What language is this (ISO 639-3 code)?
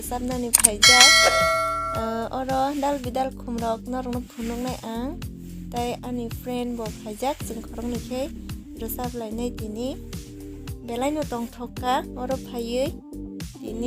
trp